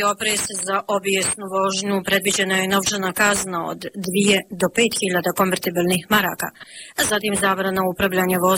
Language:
Bosnian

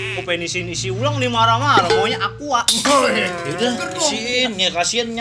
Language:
Betawi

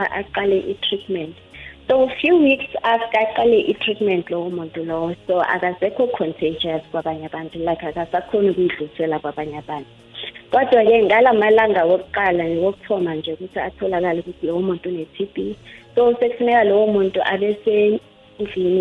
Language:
South Ndebele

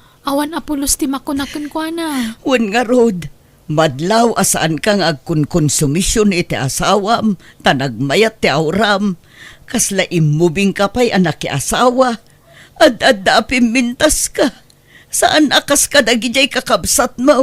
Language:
Iloko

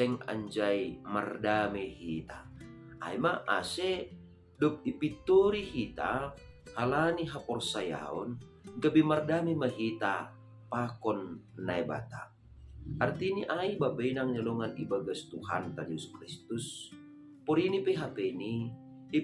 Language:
Batak Simalungun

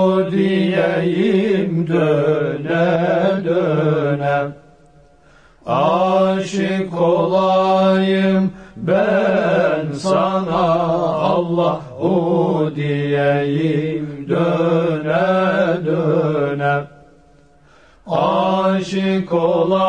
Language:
Turkish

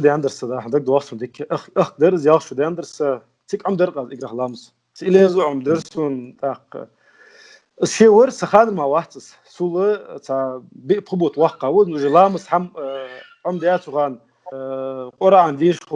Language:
Ingush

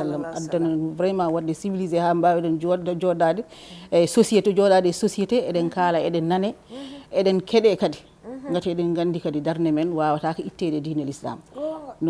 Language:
Fula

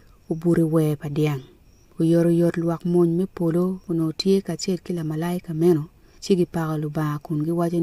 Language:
Acoli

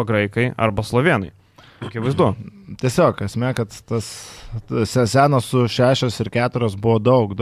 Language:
Lithuanian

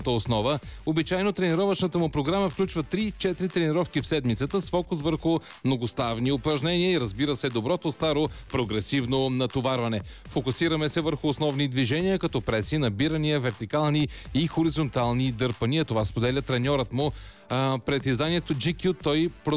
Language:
Bulgarian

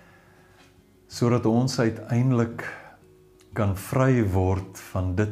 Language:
Afrikaans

